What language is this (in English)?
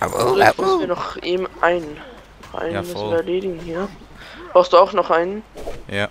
Swiss German